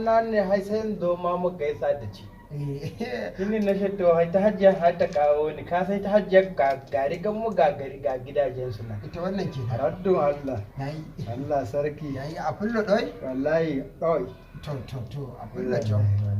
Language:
Hausa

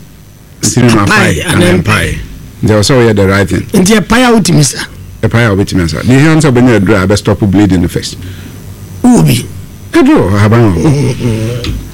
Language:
Akan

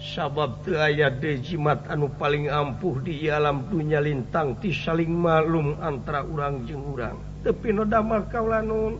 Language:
Sundanese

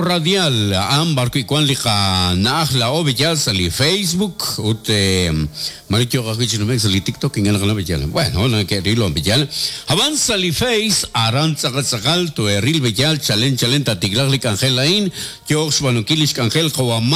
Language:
Kekchí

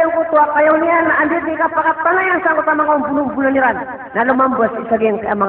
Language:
Maranao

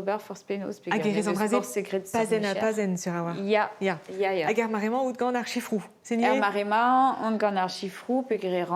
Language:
Breton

